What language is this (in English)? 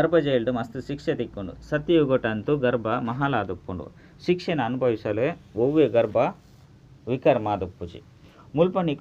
Tulu